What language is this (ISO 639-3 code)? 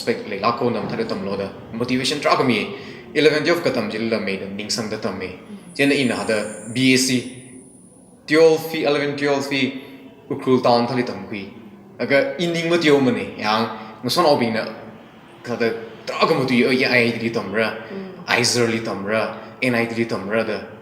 nmf